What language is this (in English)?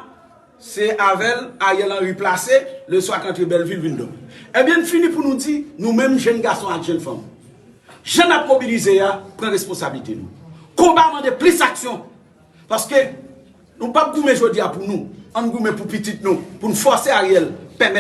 Haitian Creole